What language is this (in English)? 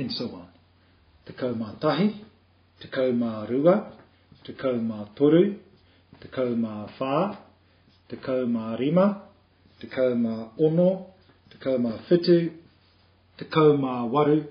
Māori